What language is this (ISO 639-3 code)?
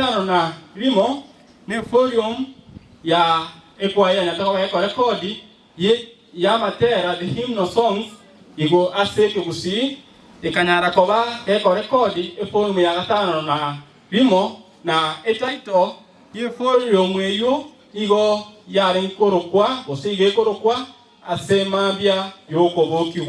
guz